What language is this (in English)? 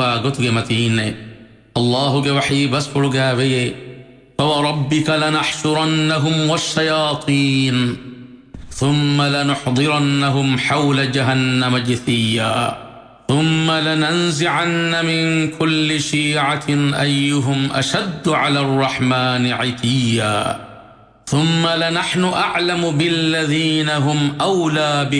Divehi